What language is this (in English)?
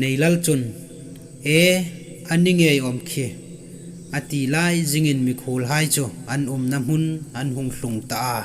Hmar